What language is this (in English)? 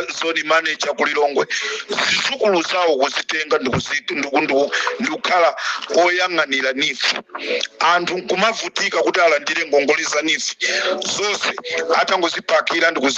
Nyanja